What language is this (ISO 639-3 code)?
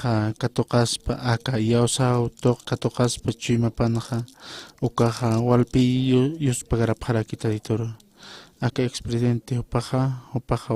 aym